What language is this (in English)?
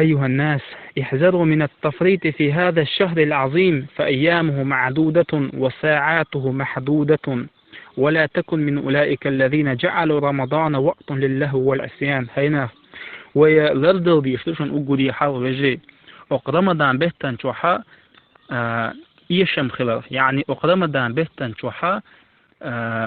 Chechen